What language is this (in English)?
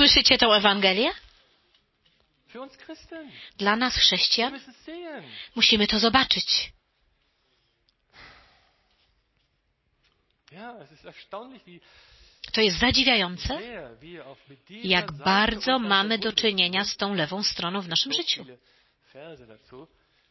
Polish